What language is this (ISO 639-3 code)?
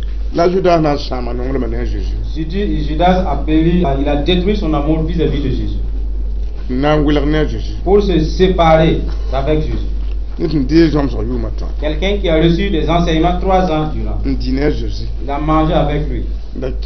mos